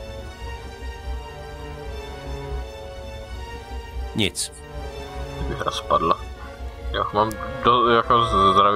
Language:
Czech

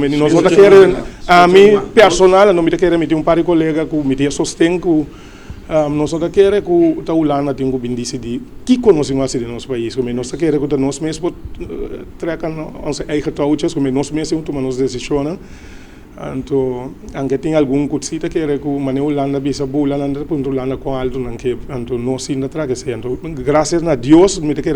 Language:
Papiamento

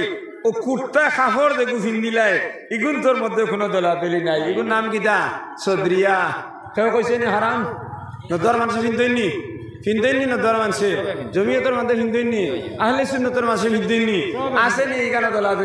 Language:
Sylheti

